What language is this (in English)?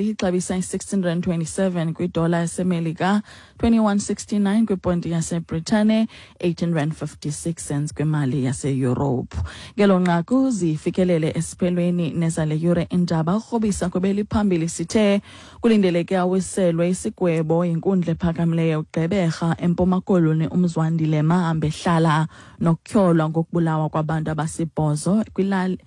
Xhosa